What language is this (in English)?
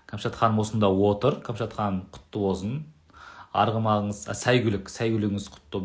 Kazakh